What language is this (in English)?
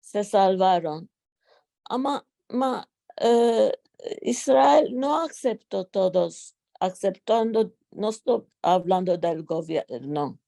Ladino